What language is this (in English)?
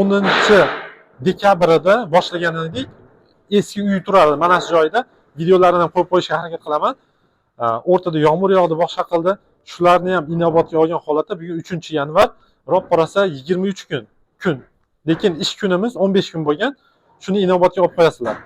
Uzbek